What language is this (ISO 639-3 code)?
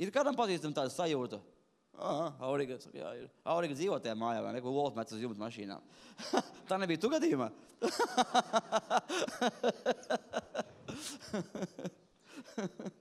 lav